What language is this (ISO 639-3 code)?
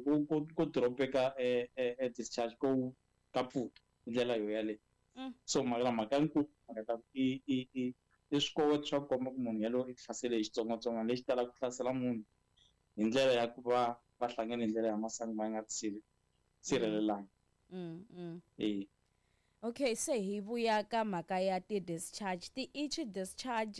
tso